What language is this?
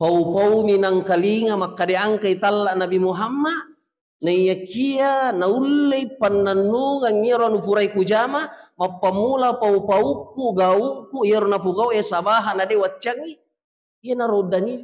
Buginese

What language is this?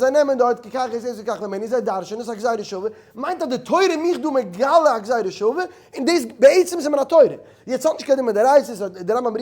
Yiddish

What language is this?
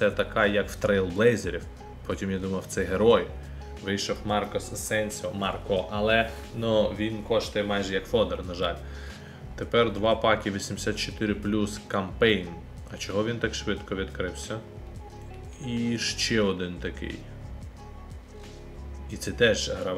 Ukrainian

